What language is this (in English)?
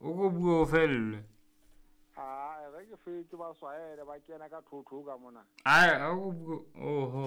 Southern Sotho